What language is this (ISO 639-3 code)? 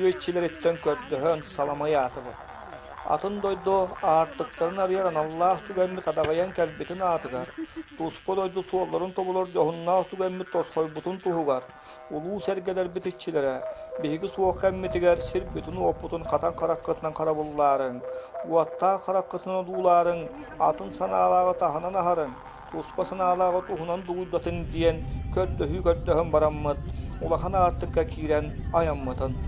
sah